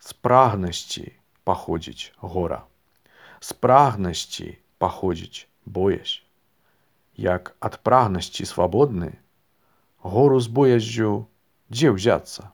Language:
Belarusian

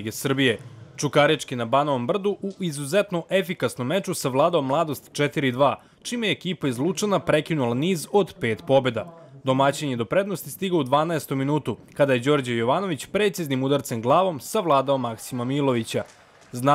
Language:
Serbian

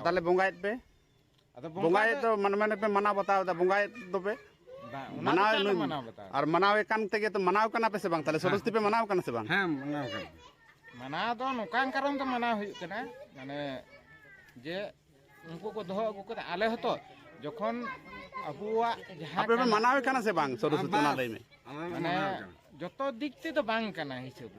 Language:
Santali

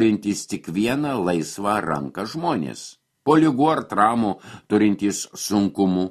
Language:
Lithuanian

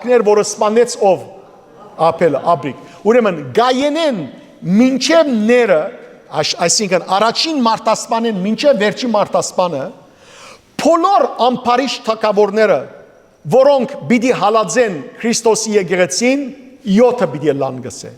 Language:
Western Armenian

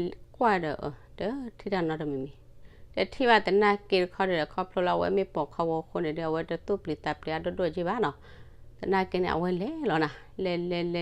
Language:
S'gaw Karen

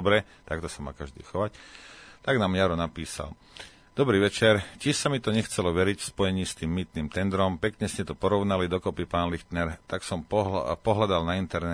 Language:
Slovak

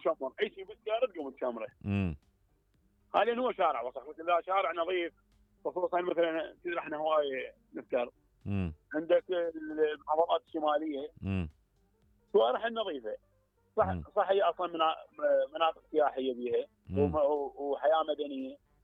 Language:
Mesopotamian Arabic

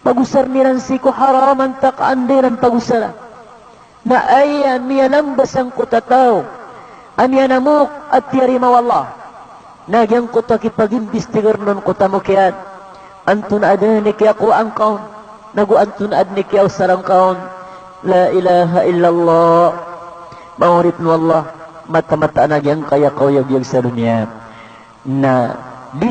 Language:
Maranao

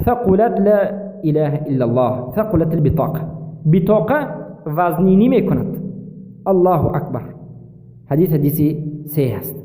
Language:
Persian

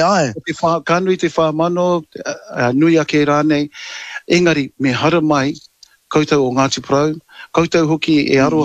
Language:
Māori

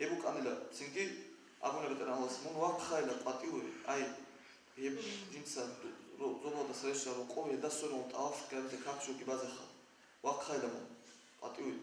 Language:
Avaric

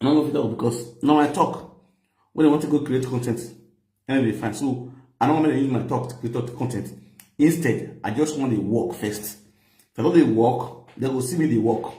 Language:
Nigerian Pidgin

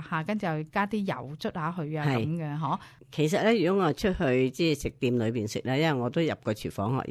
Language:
Cantonese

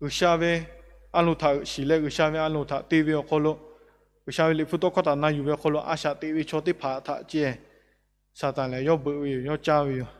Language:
Lahu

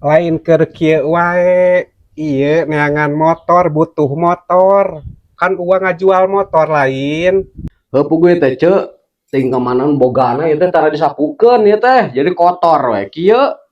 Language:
Sundanese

